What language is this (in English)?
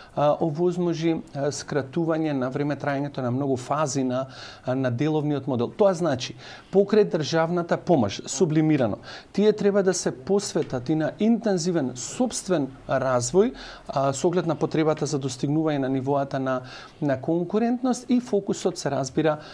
Macedonian